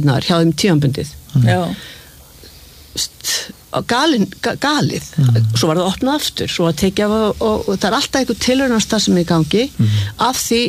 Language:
Icelandic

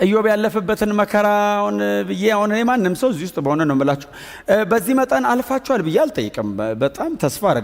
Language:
Amharic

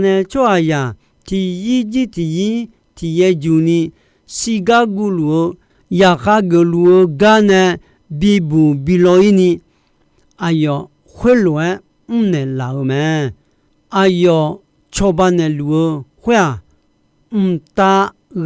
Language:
Akha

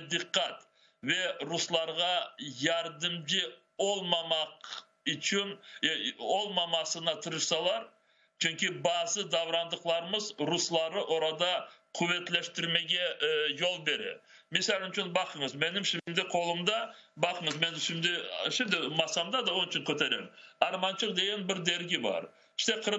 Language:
Crimean Tatar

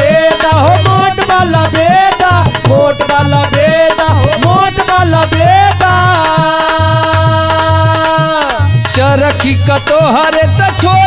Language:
Bhojpuri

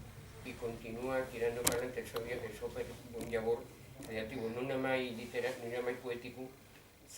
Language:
Asturian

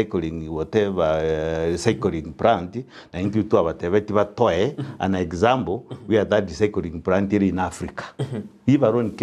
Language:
Gusii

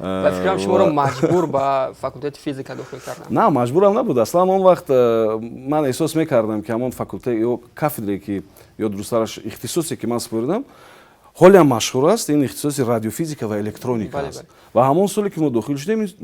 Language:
Tajik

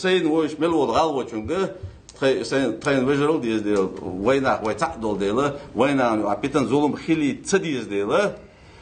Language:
Ingush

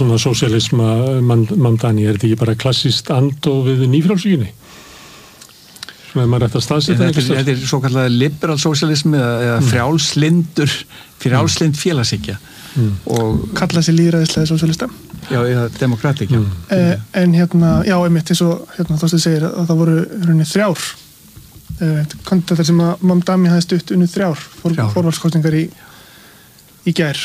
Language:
Icelandic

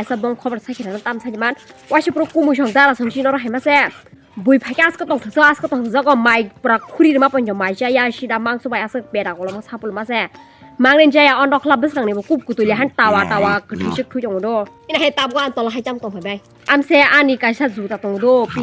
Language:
Kok Borok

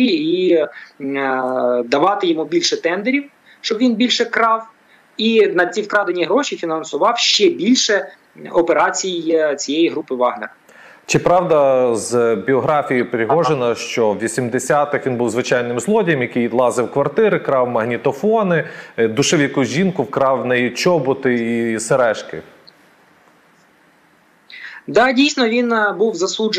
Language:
Ukrainian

